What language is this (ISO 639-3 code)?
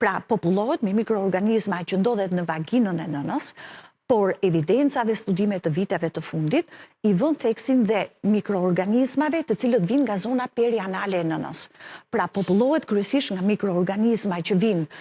sqi